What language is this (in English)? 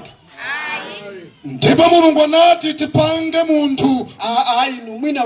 Nyanja